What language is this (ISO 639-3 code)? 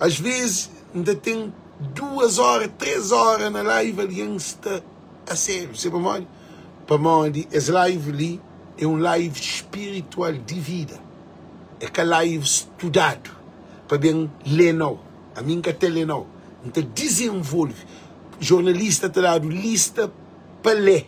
kea